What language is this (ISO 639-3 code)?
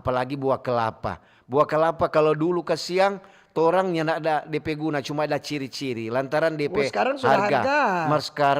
xmm